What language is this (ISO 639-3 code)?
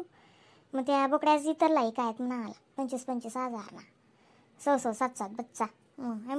khn